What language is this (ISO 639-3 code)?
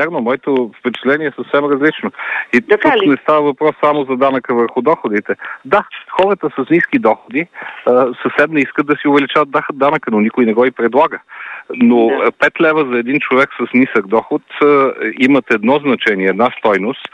bul